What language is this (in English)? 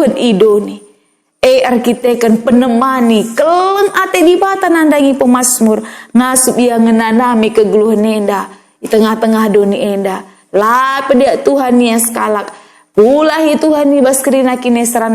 Batak Karo